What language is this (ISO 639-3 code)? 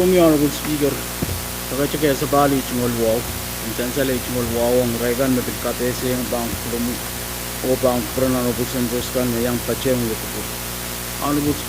pon